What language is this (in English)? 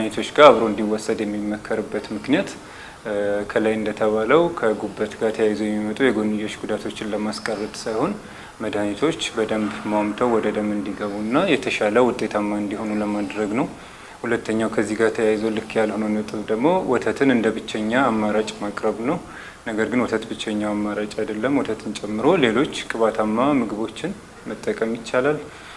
Amharic